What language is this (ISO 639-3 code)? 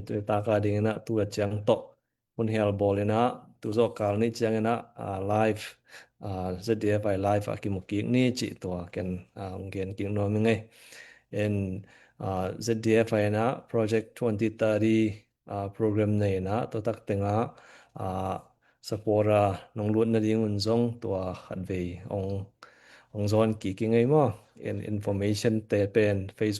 ctd